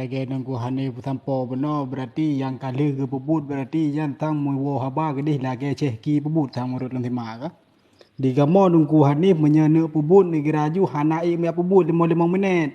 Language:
Achinese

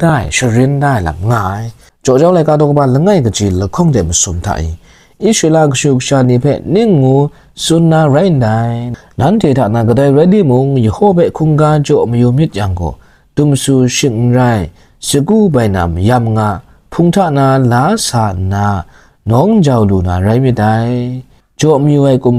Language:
Kachin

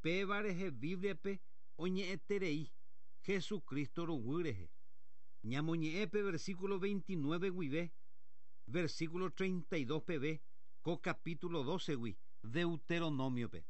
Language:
Guarani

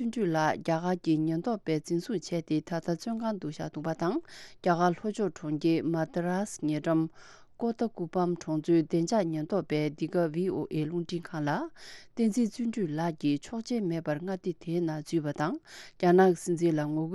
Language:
Tibetan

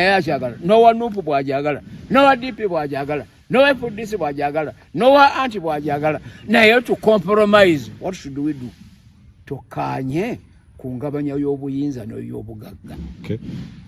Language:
Ganda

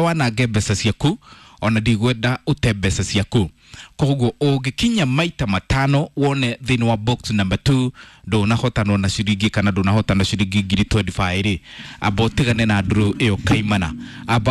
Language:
Kikuyu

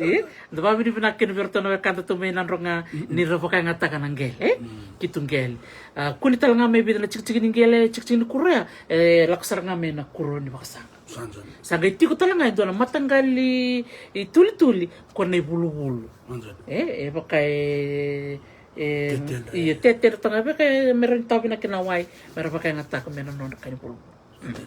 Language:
Fijian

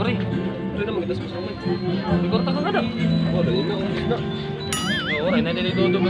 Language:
Waray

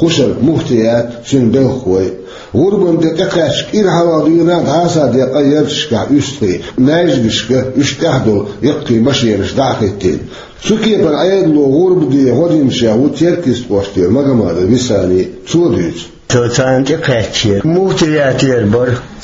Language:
Chechen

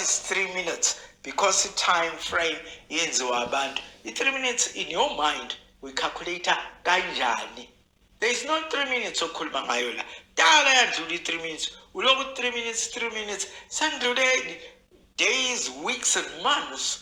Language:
Zulu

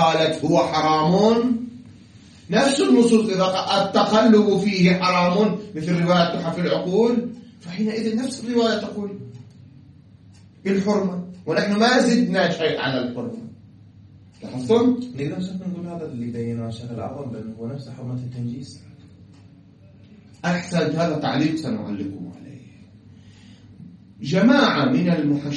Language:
Arabic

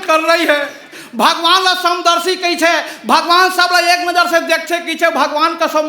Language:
Chhattisgarhi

